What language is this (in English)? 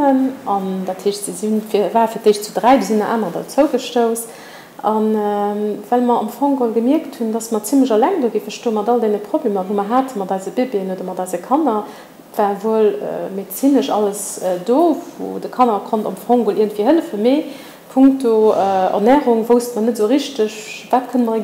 Luxembourgish